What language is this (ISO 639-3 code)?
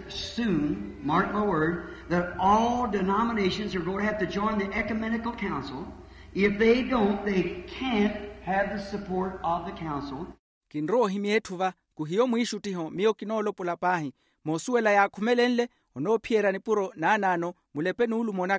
vmw